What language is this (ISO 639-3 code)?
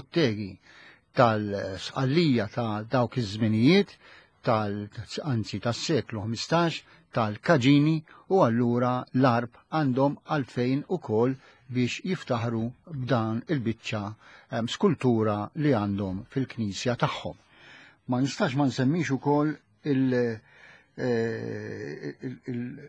mlt